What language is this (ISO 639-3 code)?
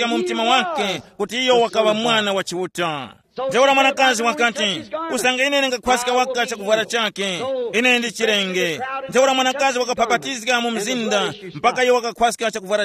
tum